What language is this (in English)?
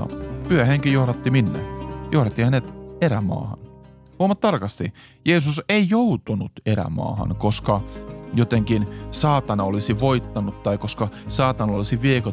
Finnish